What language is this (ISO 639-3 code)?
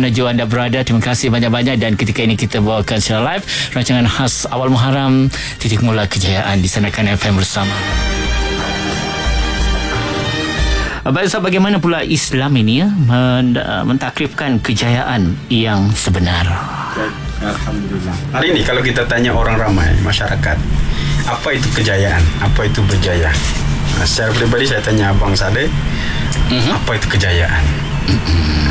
msa